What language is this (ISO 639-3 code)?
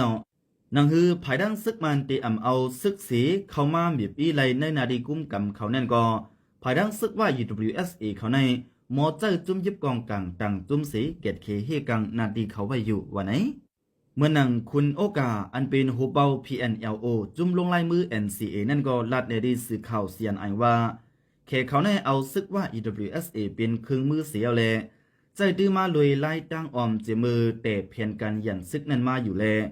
shn